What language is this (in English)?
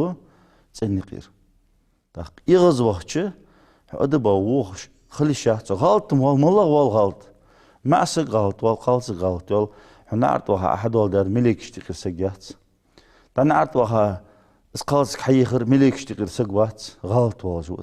Ingush